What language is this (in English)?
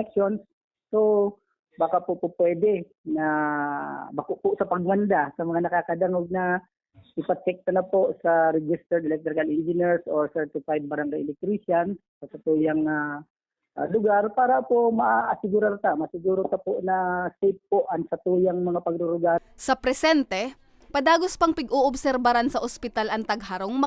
Bikol